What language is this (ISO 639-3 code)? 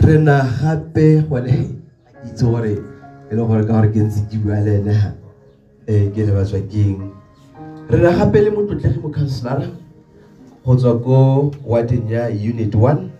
tsn